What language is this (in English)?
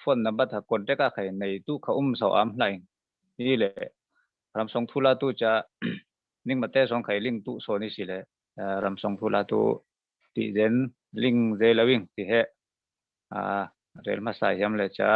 Falam Chin